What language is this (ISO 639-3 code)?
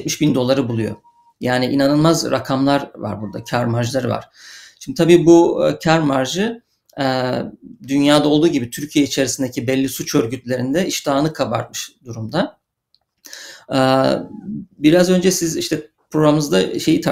tur